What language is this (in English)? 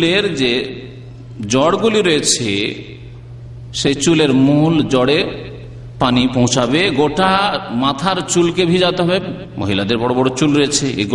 Bangla